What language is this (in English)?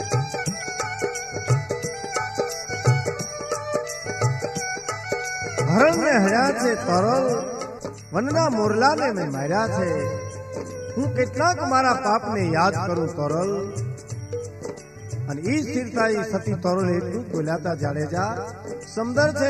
Gujarati